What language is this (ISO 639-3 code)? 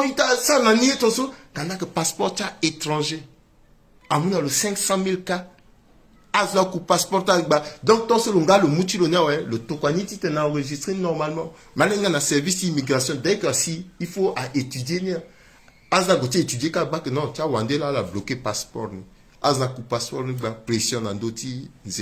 sag